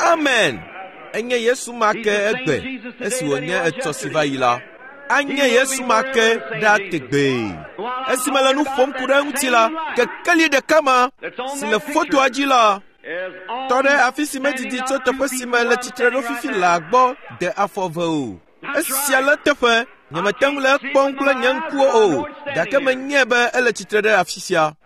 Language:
Ewe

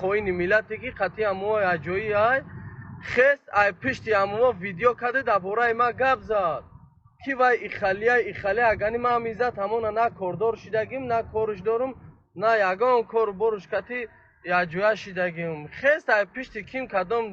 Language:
Tajik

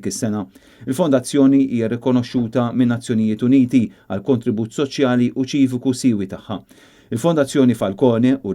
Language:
Maltese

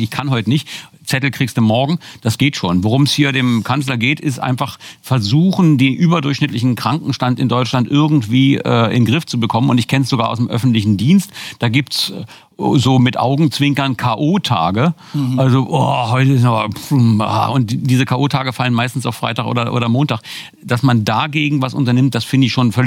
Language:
German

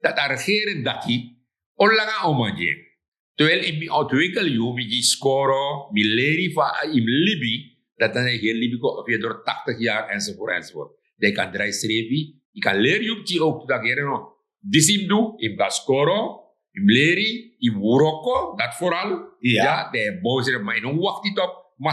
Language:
Sranan Tongo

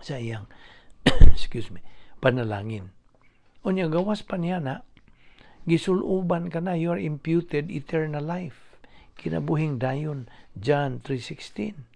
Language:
Cebuano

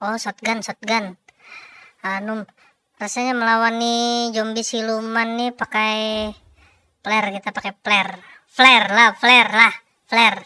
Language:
Banjar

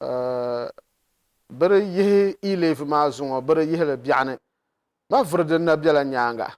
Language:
Dagbani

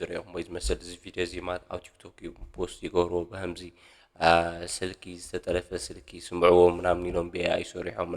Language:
Tigrinya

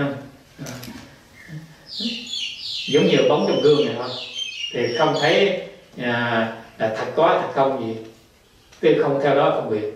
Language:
Vietnamese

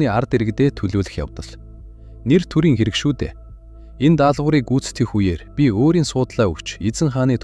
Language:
Mongolian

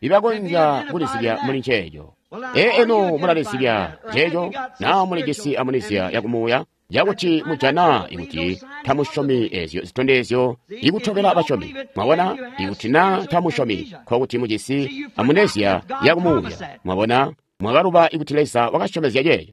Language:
Tonga (Zambia)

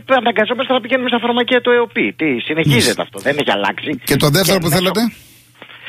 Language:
Greek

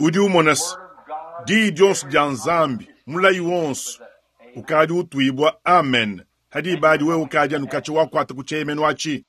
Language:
Luba-Lulua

